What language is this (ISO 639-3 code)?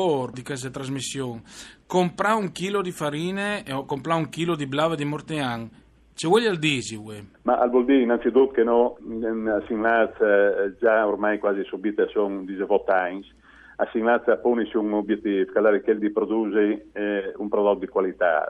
fur